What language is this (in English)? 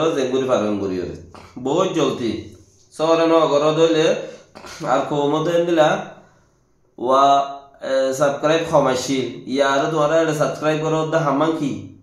Rohingya